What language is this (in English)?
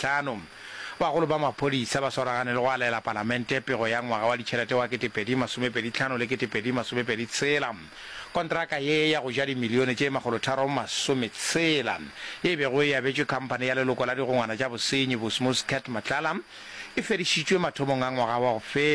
Northern Sotho